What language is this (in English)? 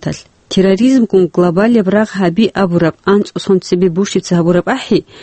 Avaric